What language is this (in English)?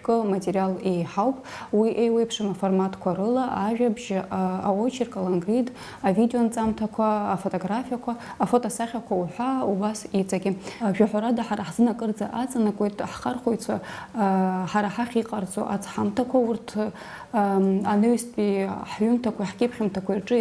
Abkhazian